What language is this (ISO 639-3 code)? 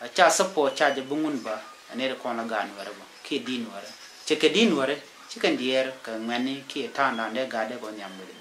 nus